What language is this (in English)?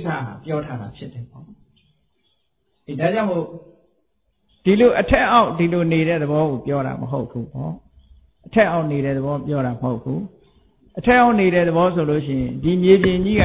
Burmese